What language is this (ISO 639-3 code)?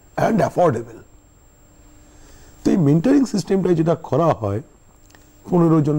ben